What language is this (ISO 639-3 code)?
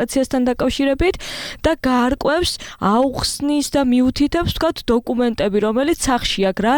kat